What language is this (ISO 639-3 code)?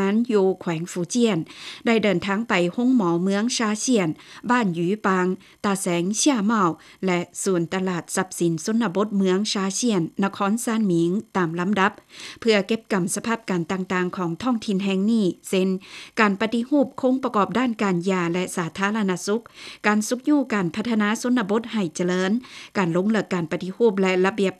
lao